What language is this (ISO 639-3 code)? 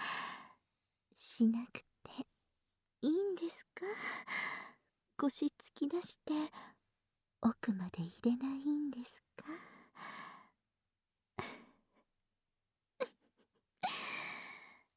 jpn